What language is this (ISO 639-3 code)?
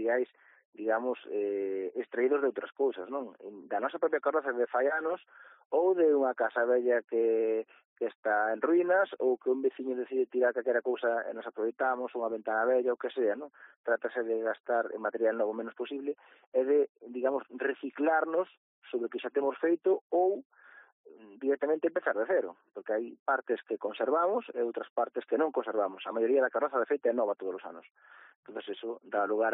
glg